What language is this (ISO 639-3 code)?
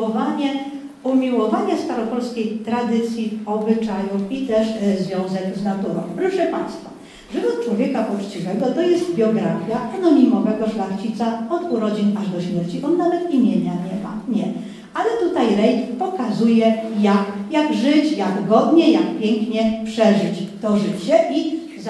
pol